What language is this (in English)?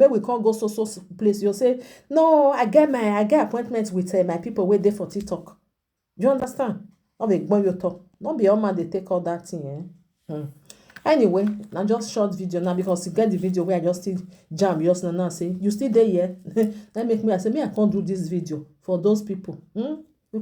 Nigerian Pidgin